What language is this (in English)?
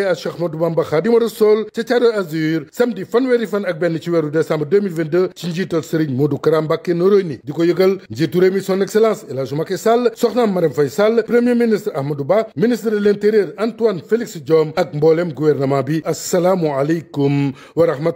Wolof